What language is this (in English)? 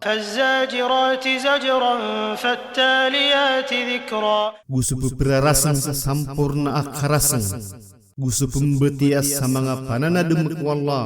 Maranao